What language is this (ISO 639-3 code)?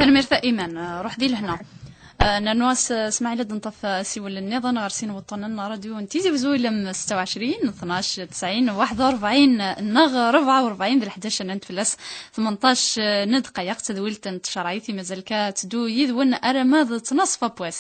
kab